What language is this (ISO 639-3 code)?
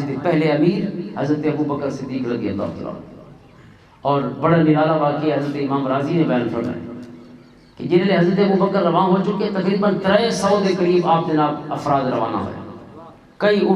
lah